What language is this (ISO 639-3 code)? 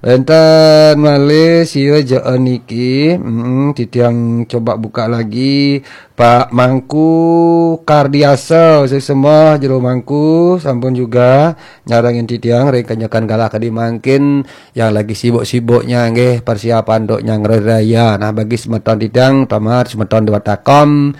ban